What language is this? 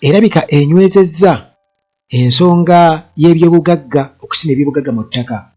Ganda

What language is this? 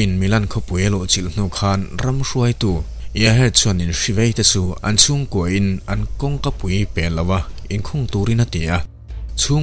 Mizo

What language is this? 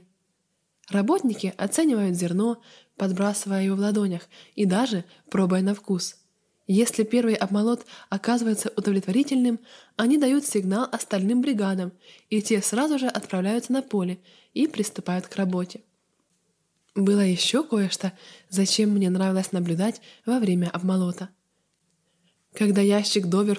Russian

